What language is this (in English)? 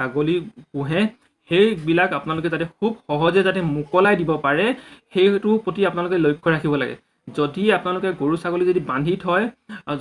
Assamese